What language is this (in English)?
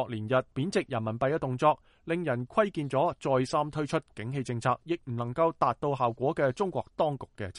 Cantonese